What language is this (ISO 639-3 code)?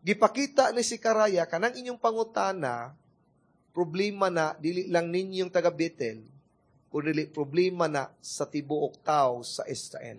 ceb